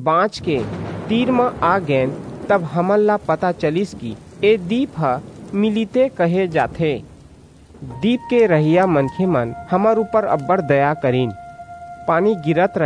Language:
Chhattisgarhi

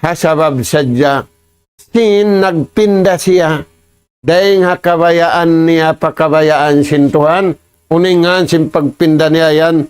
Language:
Tausug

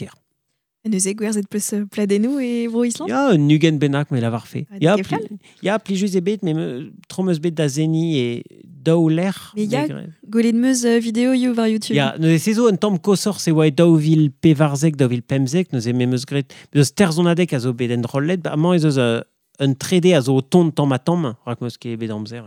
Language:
Breton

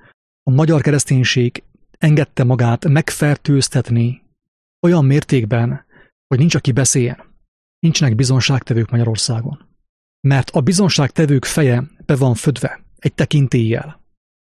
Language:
Hungarian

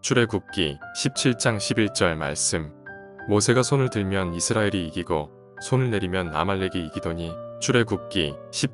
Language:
Korean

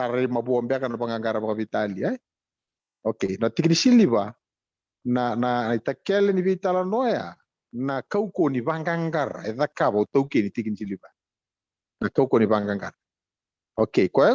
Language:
Fijian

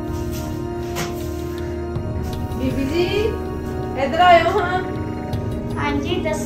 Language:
Punjabi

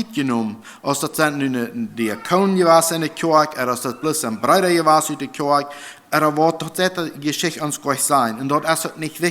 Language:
Plautdietsch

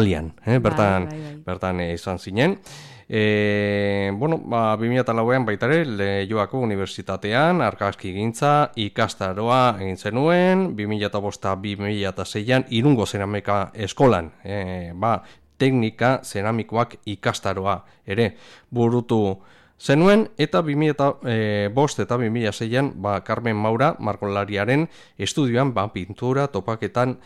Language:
Basque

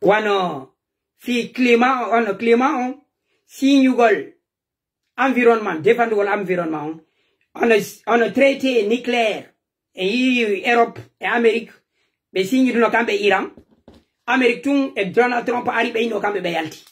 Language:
Fula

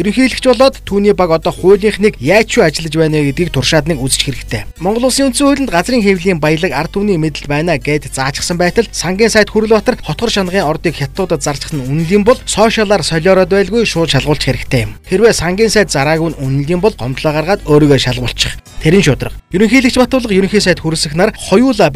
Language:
Mongolian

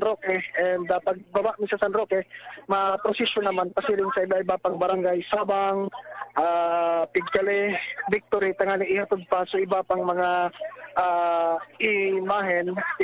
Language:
Bikol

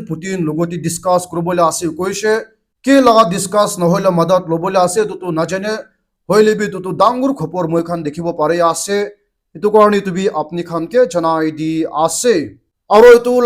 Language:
Naga Pidgin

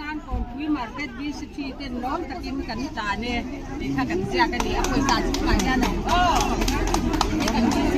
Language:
Mizo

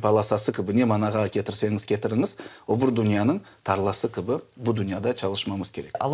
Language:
Crimean Tatar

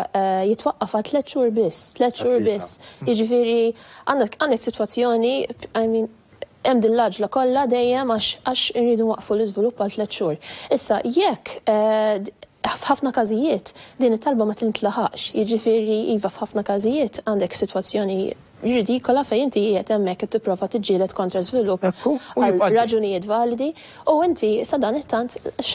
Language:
Maltese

